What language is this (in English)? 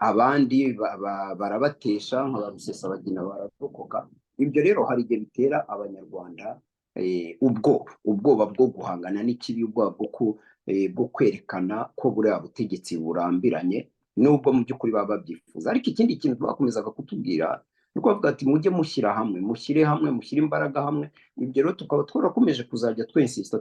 Kinyarwanda